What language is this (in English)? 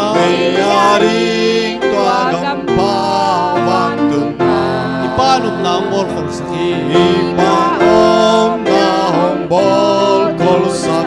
Tedim Chin